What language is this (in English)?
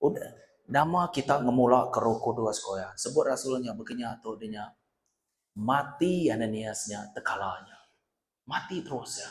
Iban